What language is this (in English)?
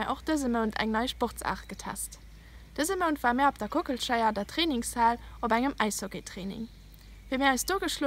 Luxembourgish